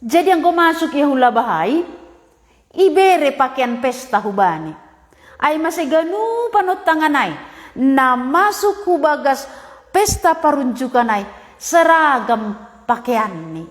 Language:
Batak Simalungun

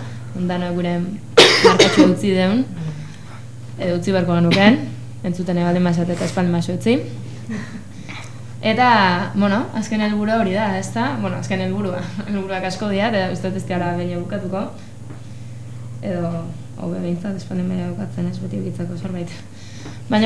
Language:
Basque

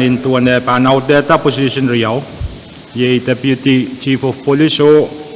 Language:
Pohnpeian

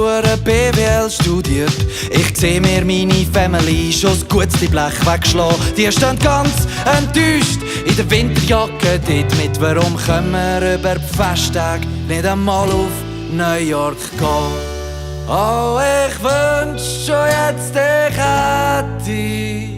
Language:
Swiss German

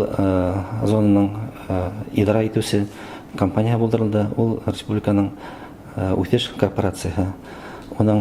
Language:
Bashkir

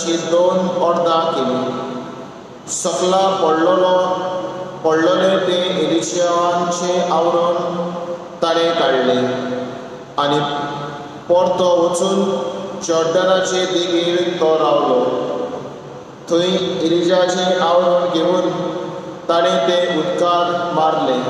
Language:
Konkani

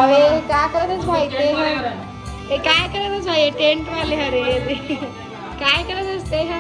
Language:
Chhattisgarhi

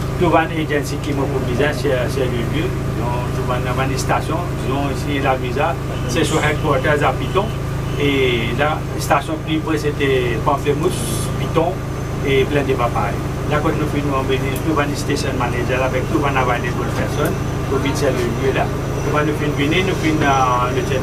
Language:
Morisyen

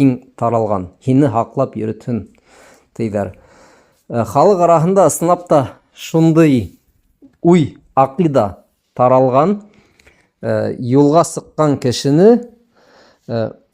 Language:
Bashkir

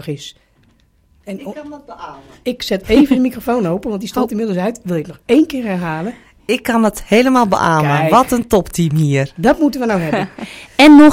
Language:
Dutch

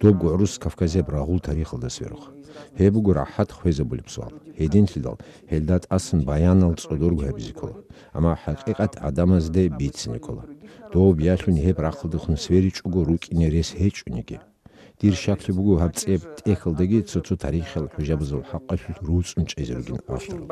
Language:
Avaric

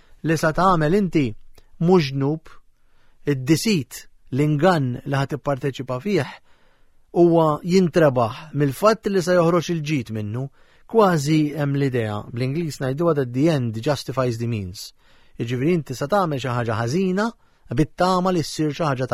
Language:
Maltese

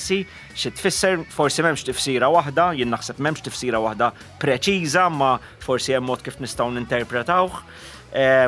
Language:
Maltese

